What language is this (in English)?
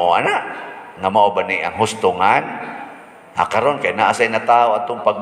Cebuano